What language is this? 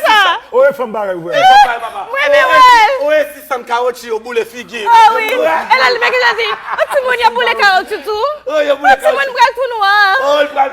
Haitian Creole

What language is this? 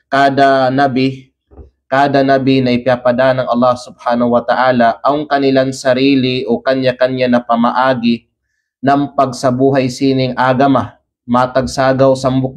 Kalagan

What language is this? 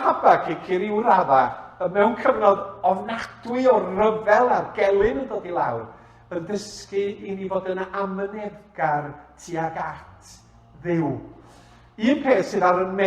Welsh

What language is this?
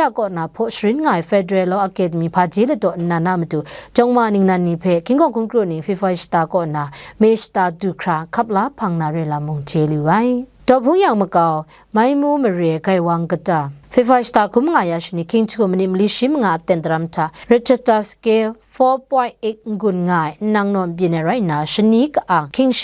Kachin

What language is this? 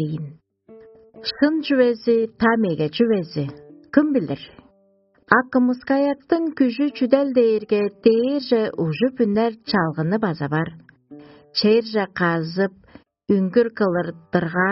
Tuvinian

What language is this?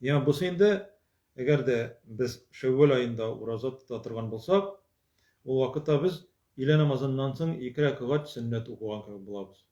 Tatar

